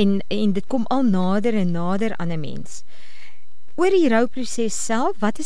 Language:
Afrikaans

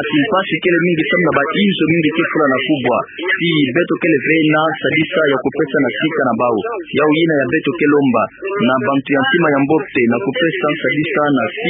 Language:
Kituba (Democratic Republic of Congo)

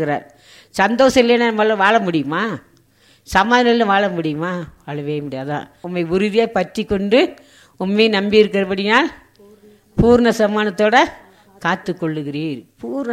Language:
Tamil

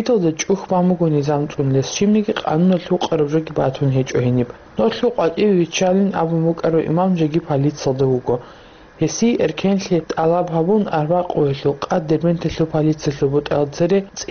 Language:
Avaric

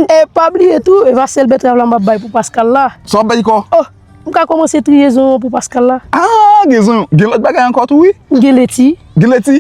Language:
Haitian Creole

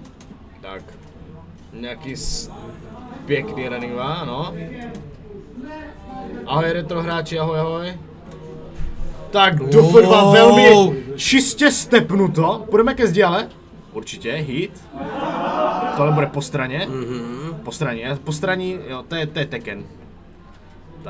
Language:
Czech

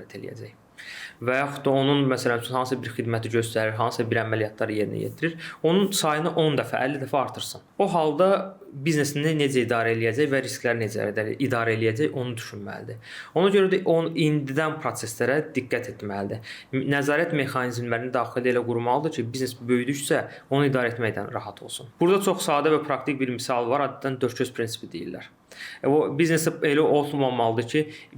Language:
Azerbaijani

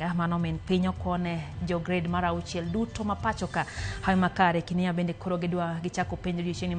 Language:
Luo (Kenya and Tanzania)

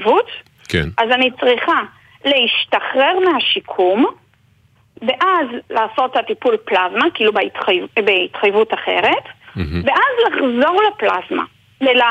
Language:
Hebrew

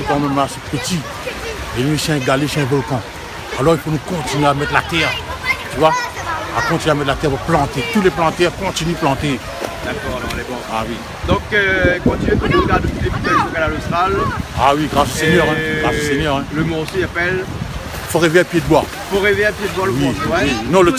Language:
Réunion Creole French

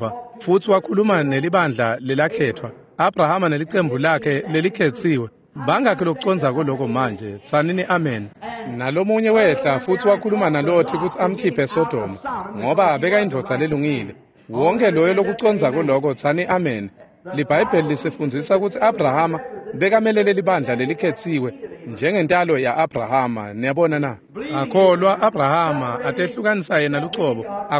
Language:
Swati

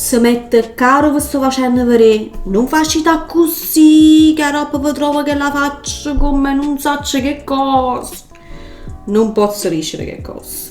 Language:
Neapolitan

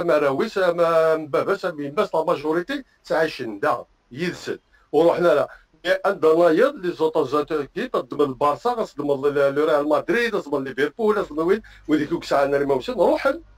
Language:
Kabyle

